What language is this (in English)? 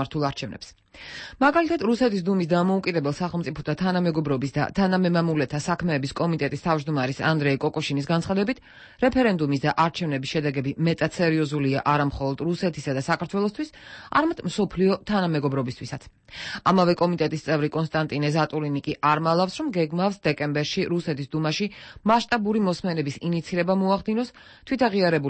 Georgian